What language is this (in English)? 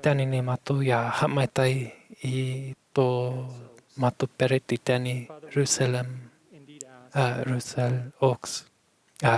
Tahitian